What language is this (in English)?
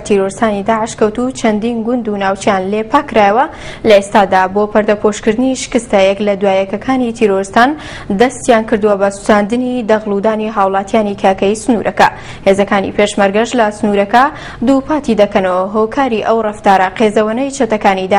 Central Kurdish